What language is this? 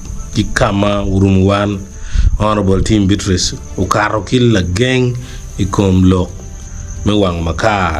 Acoli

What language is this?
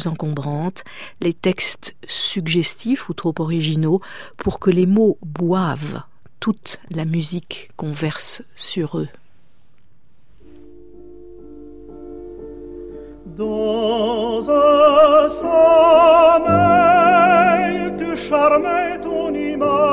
French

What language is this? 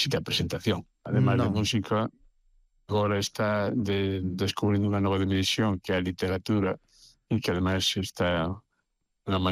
Galician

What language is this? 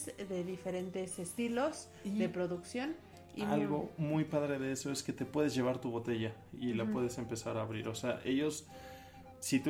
Spanish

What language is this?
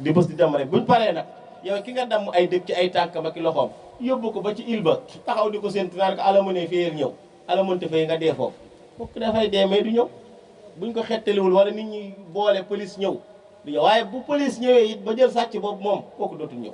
Wolof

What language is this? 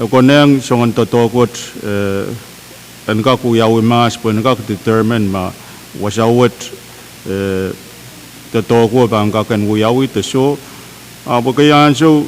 Pohnpeian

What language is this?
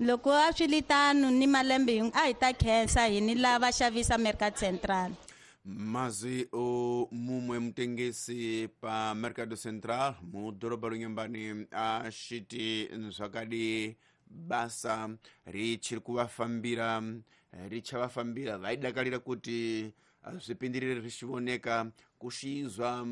Tsonga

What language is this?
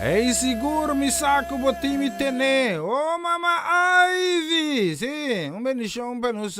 Papiamento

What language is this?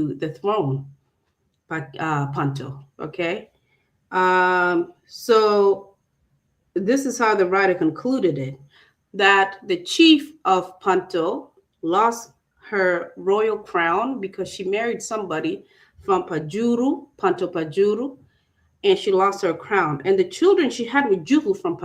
Acoli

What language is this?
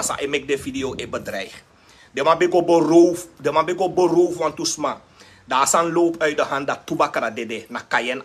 Sranan Tongo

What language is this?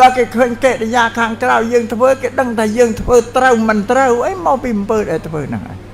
Khmer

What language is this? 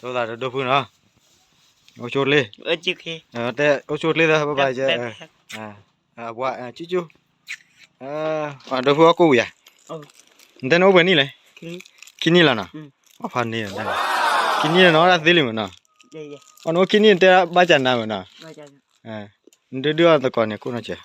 S'gaw Karen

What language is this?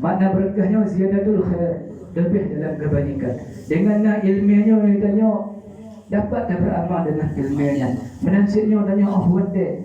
Achinese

